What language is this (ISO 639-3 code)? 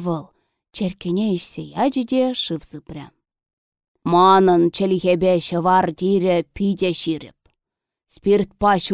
chv